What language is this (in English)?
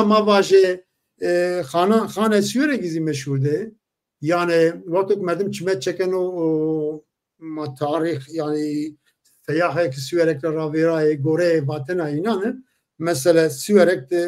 Zaza